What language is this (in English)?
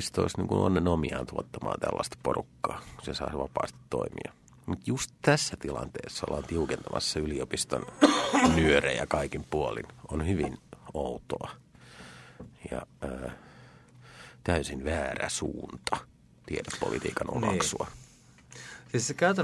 Finnish